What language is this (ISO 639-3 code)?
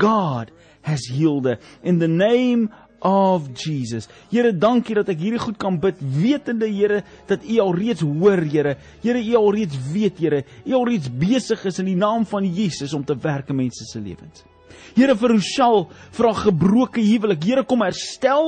afr